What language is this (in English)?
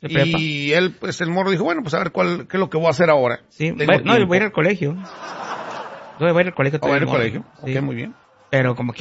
Spanish